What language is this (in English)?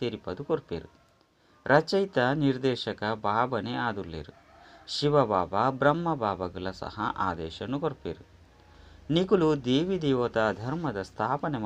Tulu